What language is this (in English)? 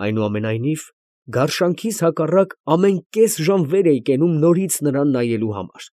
Armenian